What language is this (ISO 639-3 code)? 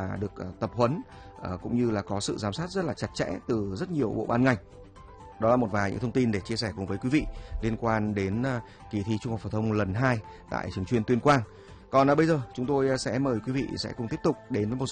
vie